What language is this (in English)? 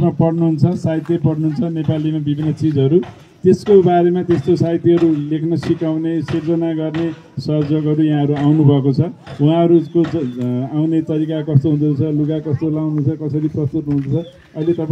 Nepali